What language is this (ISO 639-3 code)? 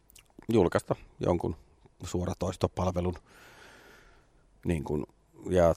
fin